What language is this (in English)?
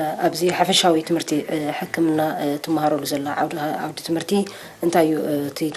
Tigrinya